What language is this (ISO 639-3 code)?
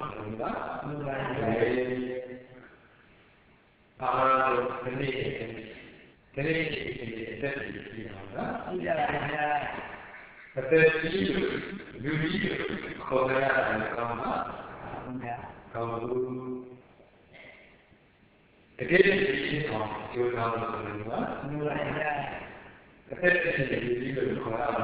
mya